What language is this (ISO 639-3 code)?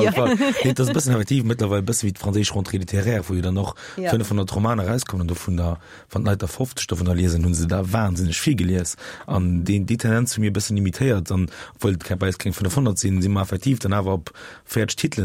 ltz